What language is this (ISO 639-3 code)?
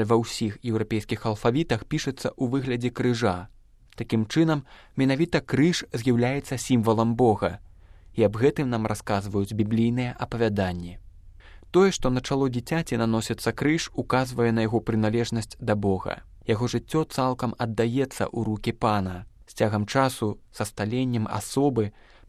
bel